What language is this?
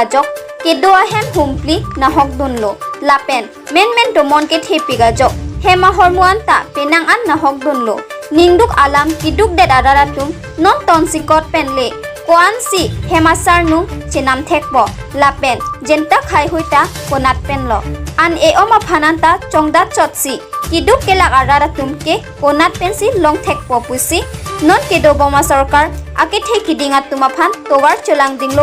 Karbi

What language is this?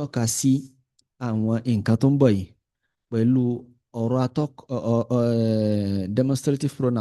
Yoruba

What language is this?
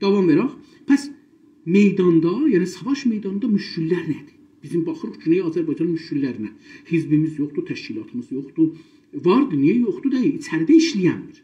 South Azerbaijani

